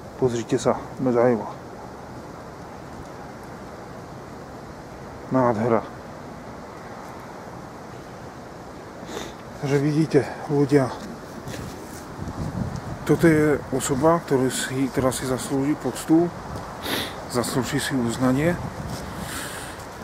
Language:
Slovak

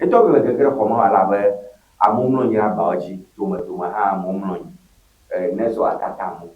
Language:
Ewe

